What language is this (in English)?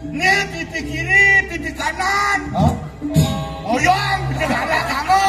Balinese